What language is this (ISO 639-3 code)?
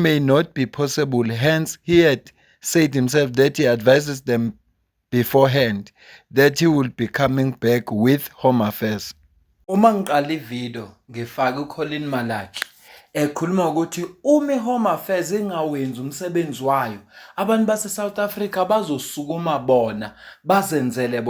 zul